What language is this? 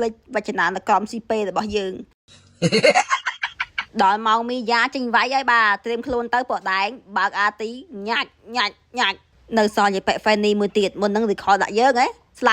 Khmer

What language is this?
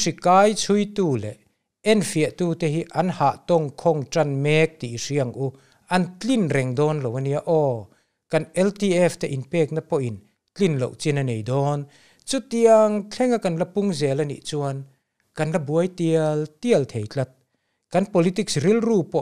Mizo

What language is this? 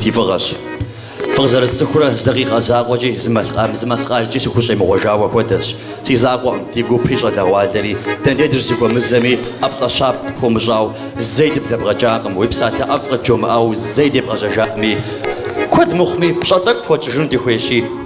Kabardian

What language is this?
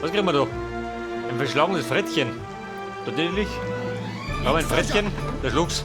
Bavarian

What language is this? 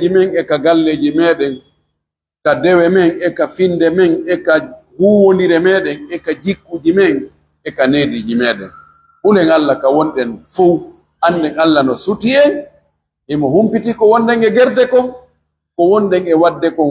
Pular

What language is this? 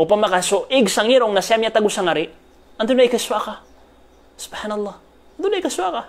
Maranao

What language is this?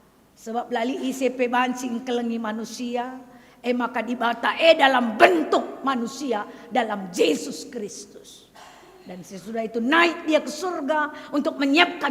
Batak Karo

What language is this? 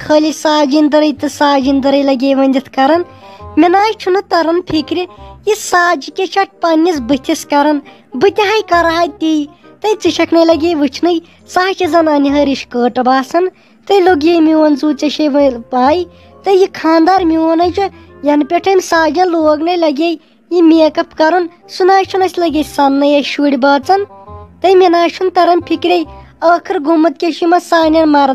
Kashmiri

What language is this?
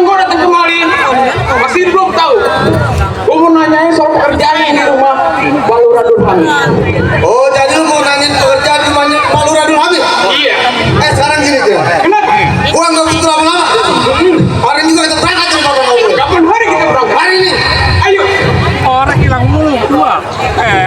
Betawi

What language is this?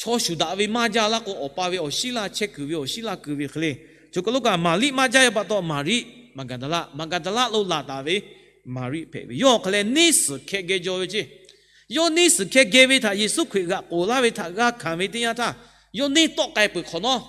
Lahu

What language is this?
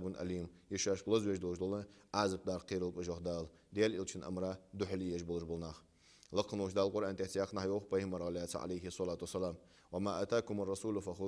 Ingush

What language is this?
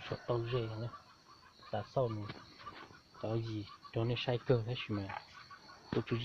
Hmong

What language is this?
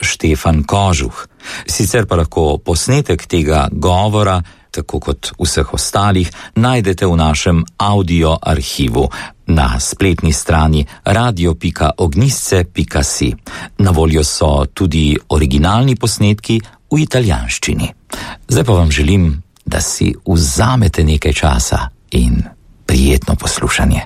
Slovenian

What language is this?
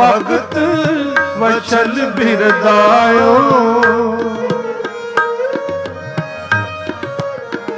Punjabi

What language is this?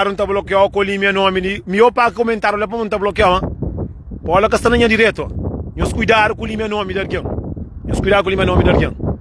Kabuverdianu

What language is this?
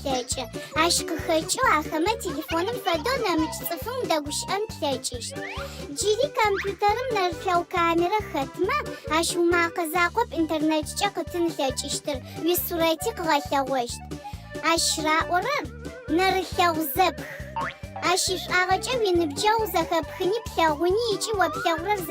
Adyghe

